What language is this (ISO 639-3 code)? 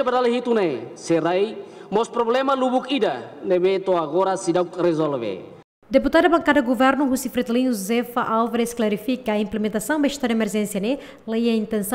tet